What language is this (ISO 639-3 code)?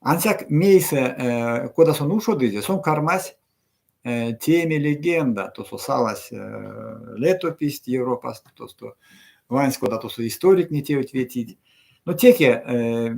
myv